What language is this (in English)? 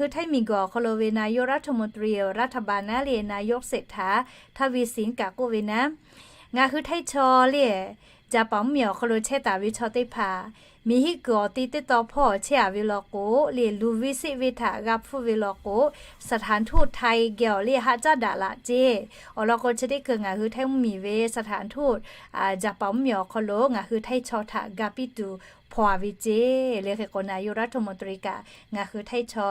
Lahu